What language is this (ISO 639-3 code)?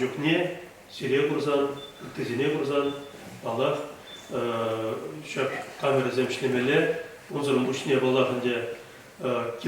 chv